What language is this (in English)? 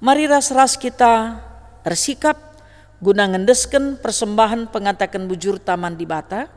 Batak Karo